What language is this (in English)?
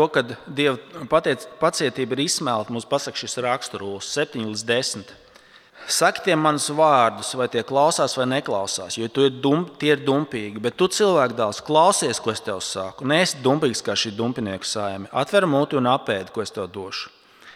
Latvian